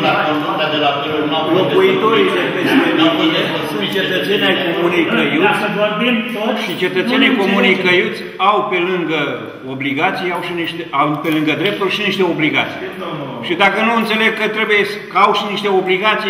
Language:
Romanian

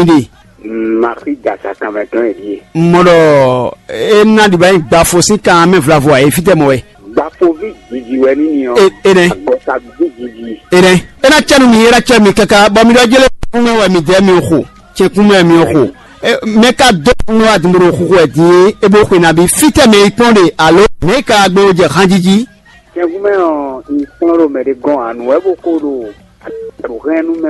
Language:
Fon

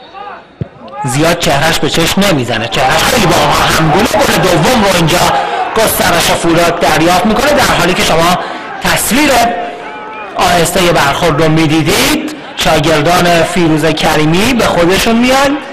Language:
Persian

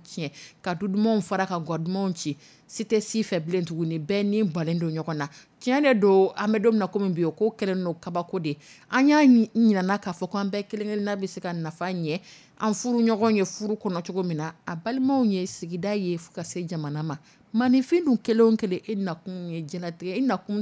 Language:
Dyula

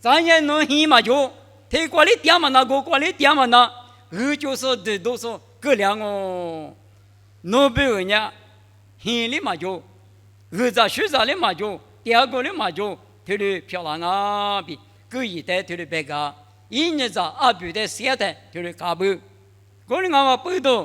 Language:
Lisu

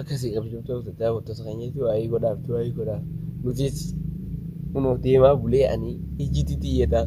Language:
Oromo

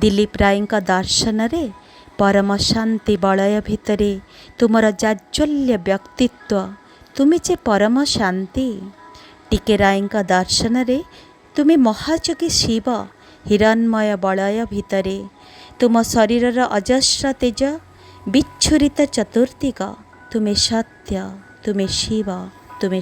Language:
Odia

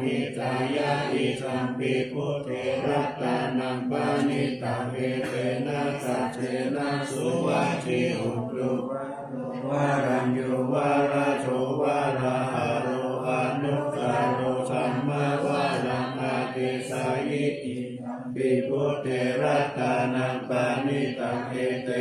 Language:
Pali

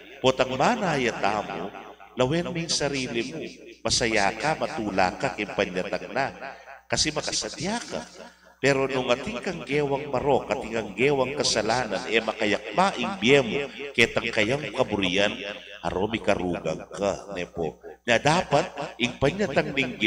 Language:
Pampanga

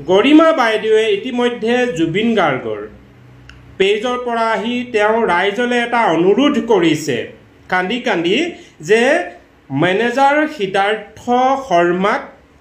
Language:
Assamese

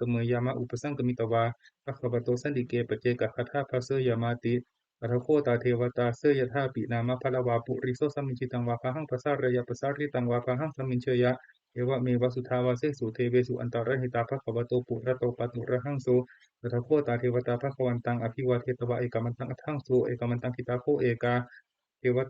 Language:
Pali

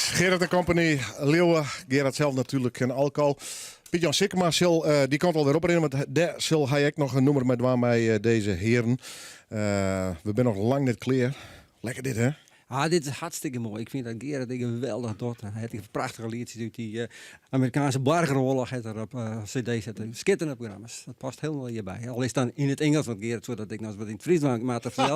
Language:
Western Frisian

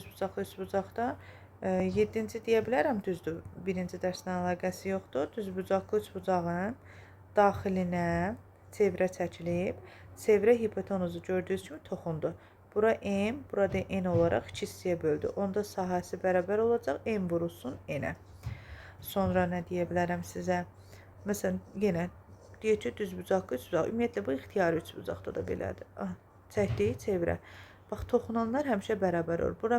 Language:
Azerbaijani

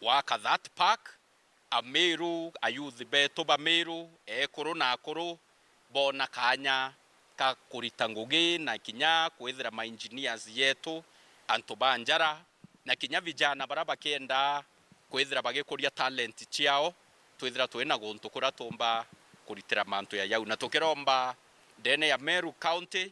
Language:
Meru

